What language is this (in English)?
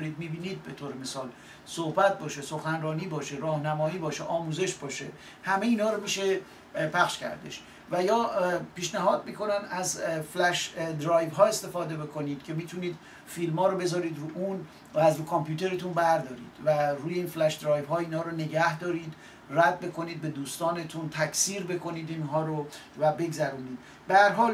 Persian